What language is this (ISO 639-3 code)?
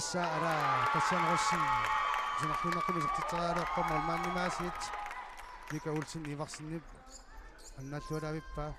kal